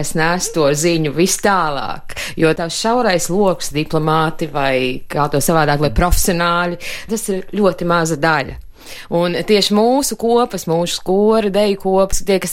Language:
Latvian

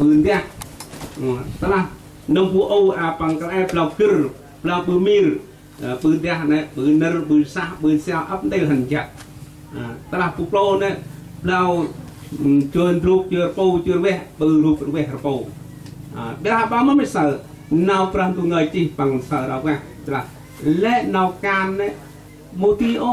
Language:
Central Mnong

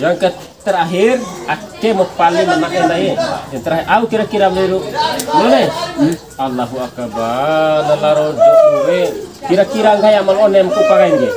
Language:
Bima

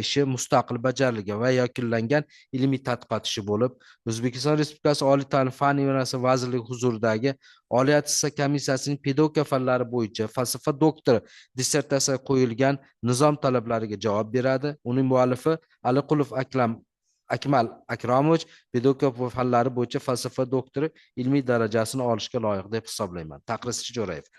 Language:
Uzbek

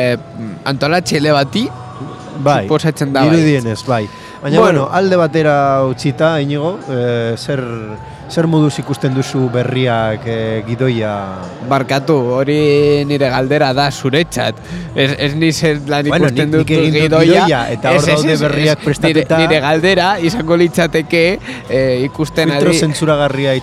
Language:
Basque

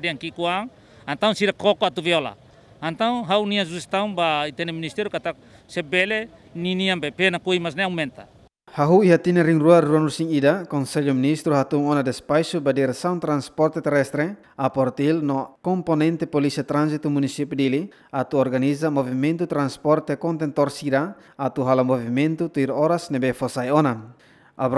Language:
Tetum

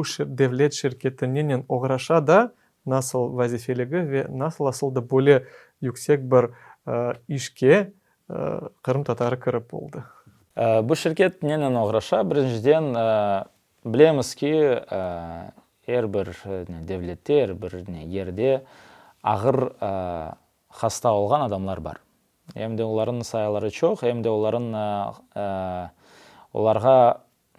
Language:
Crimean Tatar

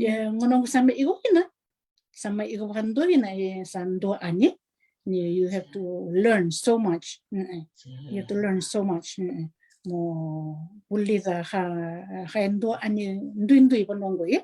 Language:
Fijian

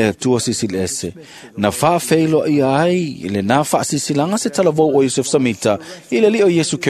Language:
Samoan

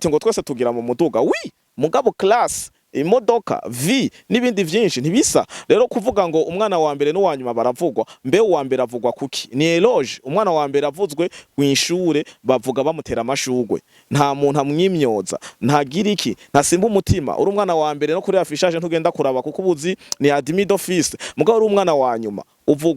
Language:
Rundi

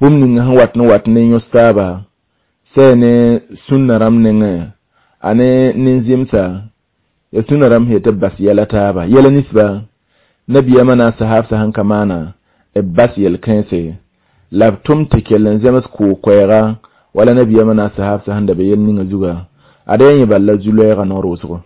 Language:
Mossi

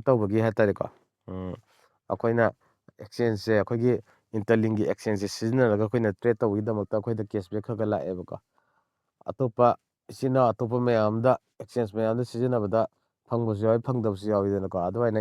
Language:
Manipuri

